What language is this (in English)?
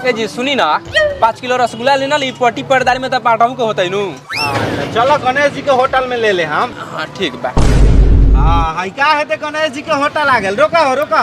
Magahi